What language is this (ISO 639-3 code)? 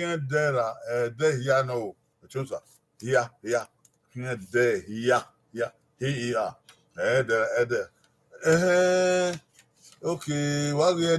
bin